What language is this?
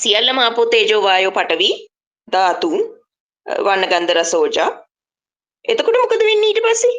Sinhala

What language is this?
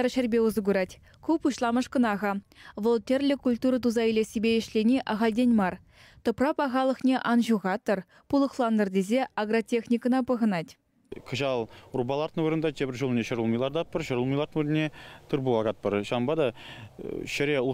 Chuvash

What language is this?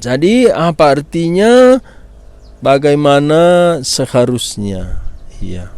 Batak Karo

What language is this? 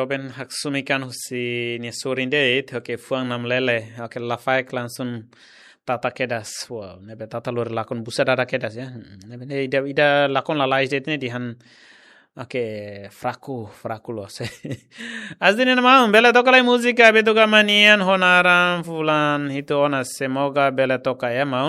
Tetum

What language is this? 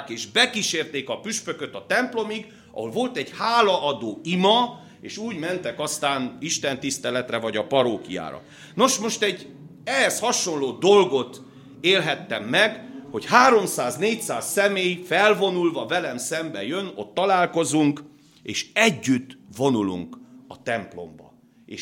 Hungarian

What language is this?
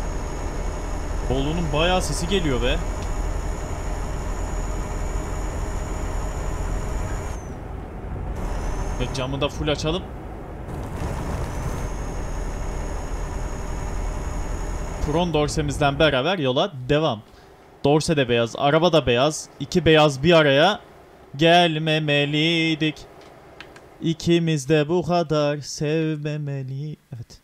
Turkish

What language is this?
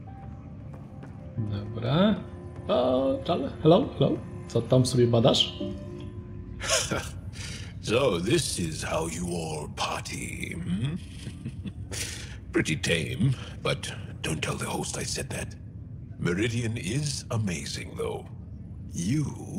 Polish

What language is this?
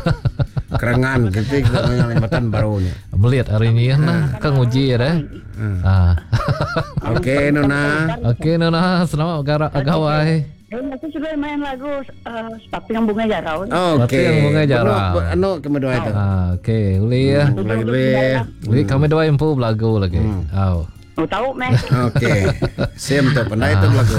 Iban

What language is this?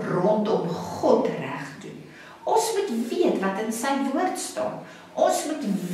Afrikaans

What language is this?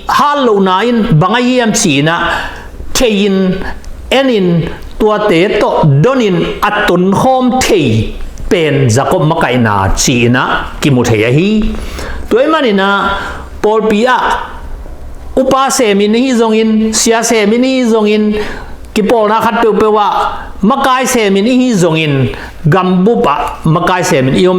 Tedim Chin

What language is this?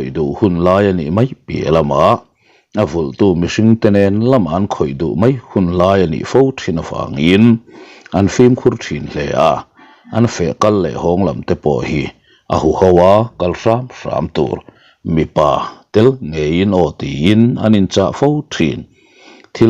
Mizo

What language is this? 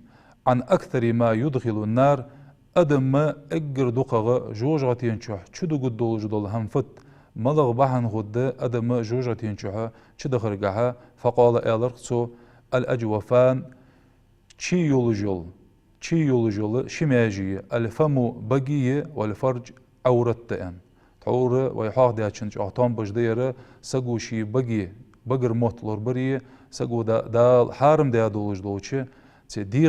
Ingush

